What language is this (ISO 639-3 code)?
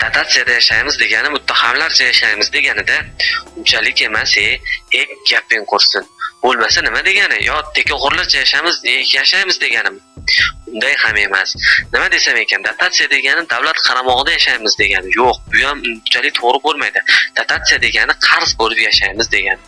uzb